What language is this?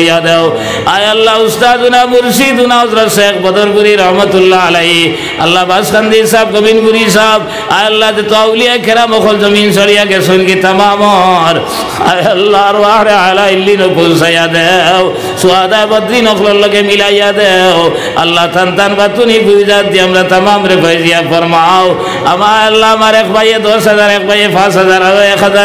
Sylheti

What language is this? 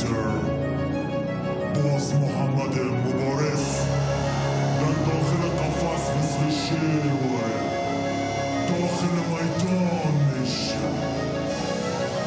Persian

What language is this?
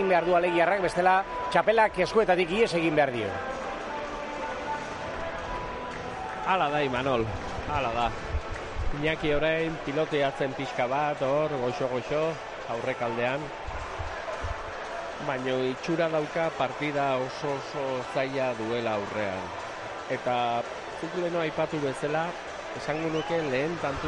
Basque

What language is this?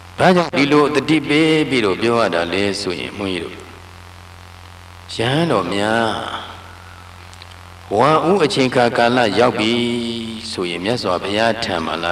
Burmese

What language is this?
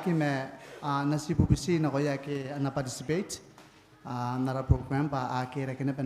Gilbertese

